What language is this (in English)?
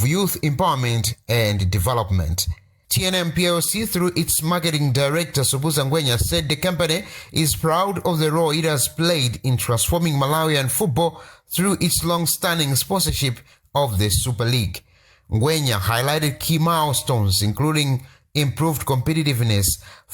English